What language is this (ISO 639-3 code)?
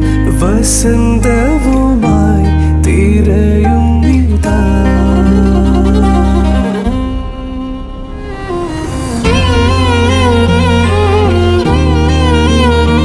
mal